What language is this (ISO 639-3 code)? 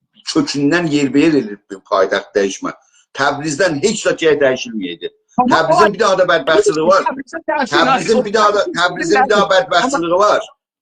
azb